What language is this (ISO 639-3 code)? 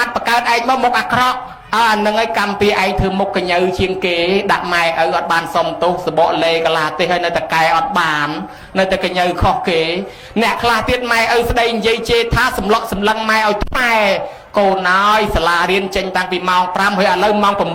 khm